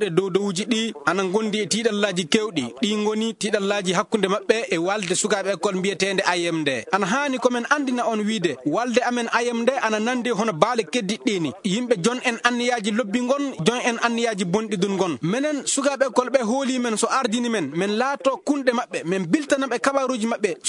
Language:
Fula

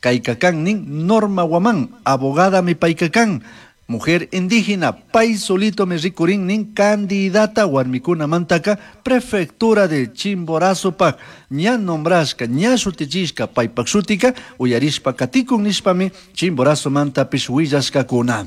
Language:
Chimborazo Highland Quichua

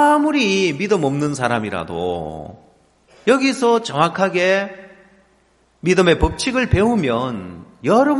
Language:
Korean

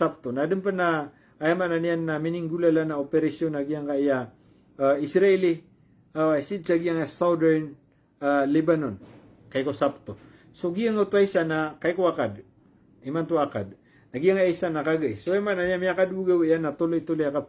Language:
Maranao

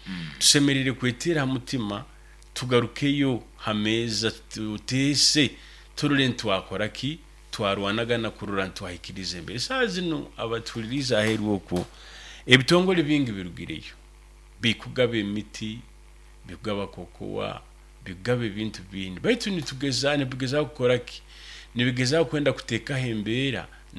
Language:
Nyoro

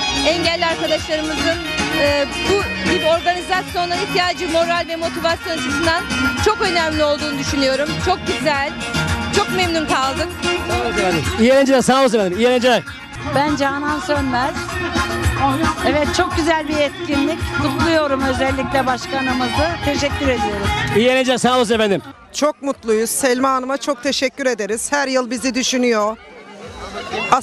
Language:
Turkish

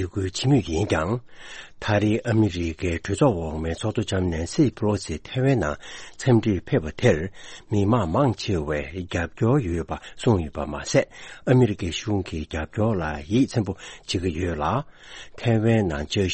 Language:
Tibetan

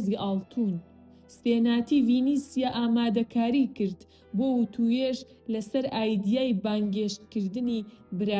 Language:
Central Kurdish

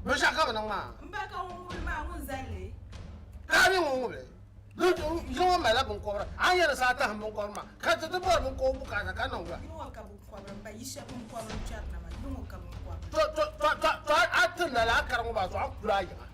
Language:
Dagbani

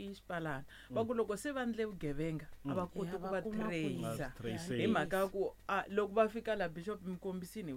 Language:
Tsonga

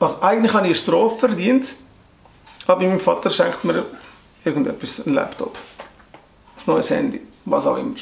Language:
Swiss German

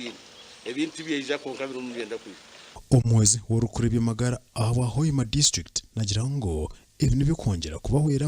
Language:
Nyankole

